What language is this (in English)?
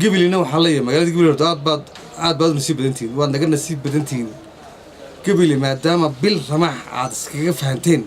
Somali